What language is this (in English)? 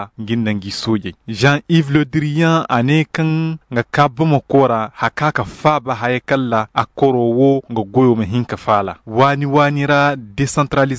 Koyraboro Senni